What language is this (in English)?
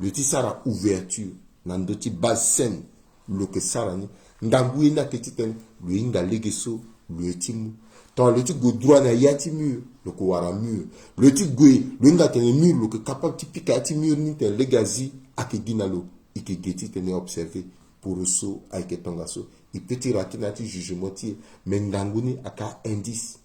Sango